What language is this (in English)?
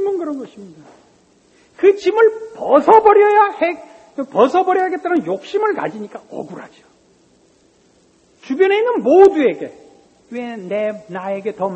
Korean